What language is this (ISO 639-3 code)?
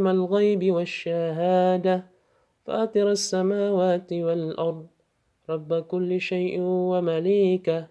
mrw